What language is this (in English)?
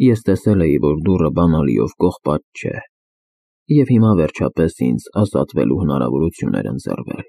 Armenian